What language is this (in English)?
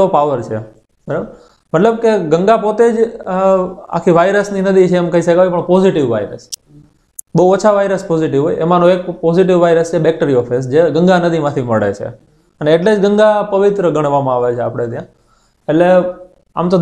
Gujarati